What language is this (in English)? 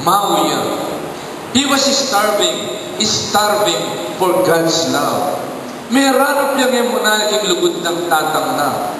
Pampanga